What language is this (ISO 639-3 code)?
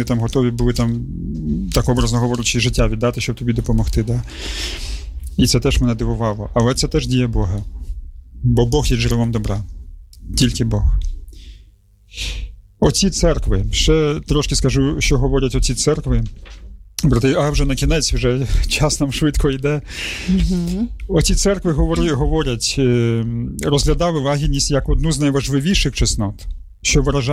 ukr